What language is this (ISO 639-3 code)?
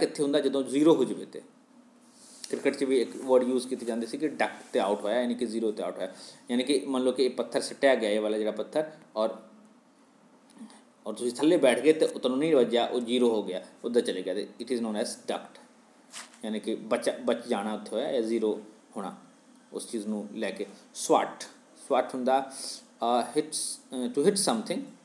pan